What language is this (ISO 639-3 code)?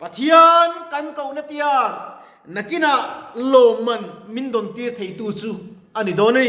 lus